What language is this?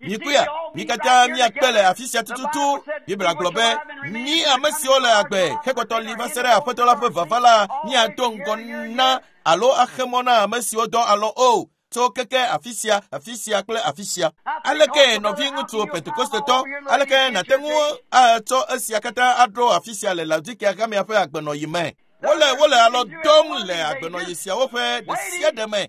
Ewe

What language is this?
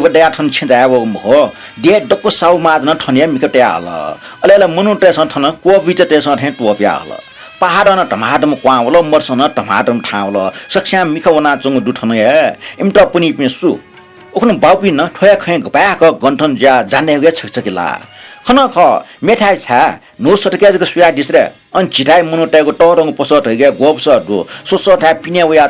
Newari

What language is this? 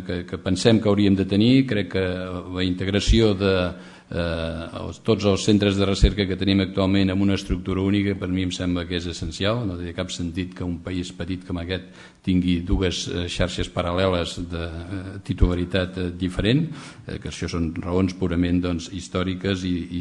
Catalan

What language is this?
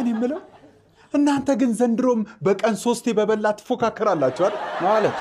Amharic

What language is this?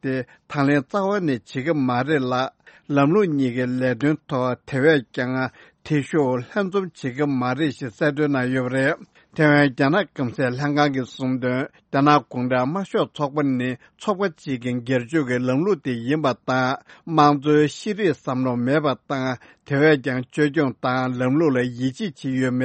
Tibetan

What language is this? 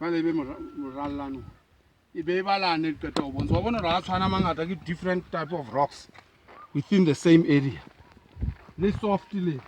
Southern Sotho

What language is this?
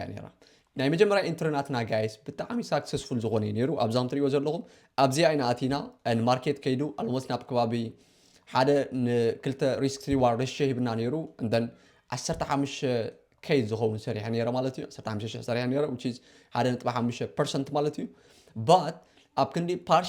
Tigrinya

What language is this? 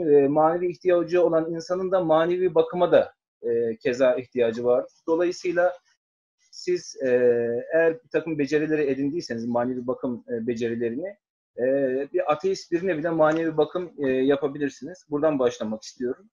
Turkish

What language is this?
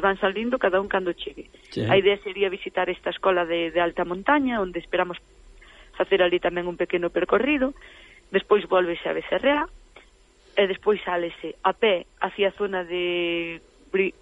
Galician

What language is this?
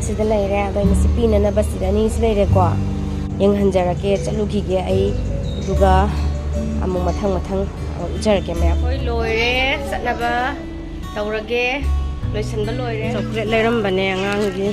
Manipuri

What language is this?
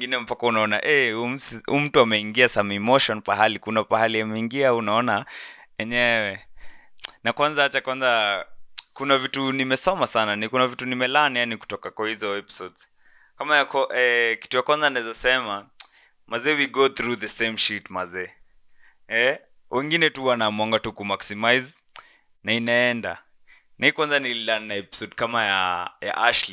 Swahili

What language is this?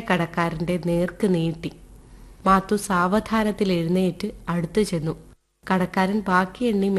Malayalam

